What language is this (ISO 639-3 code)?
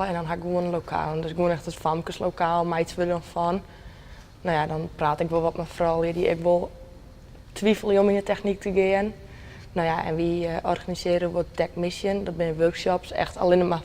fry